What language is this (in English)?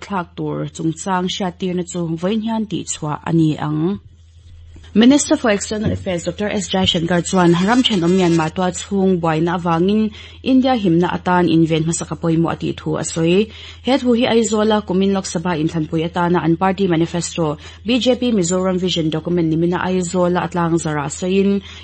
Mizo